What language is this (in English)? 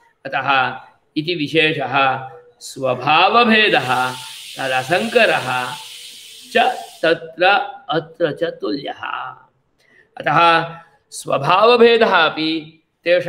Sanskrit